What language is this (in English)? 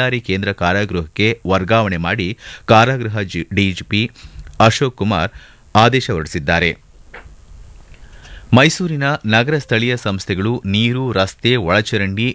Kannada